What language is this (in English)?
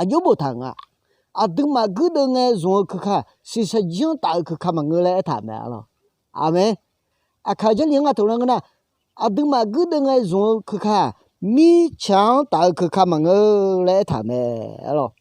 Akha